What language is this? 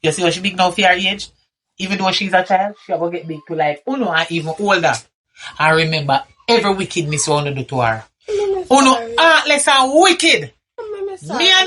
Jamaican Creole English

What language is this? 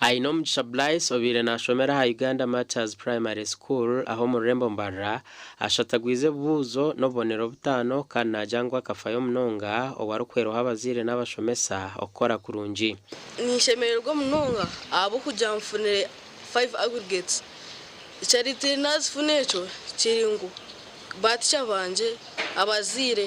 Nyankole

